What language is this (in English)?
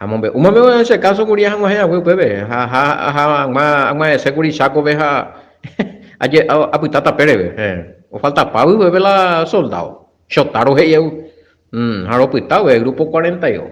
Guarani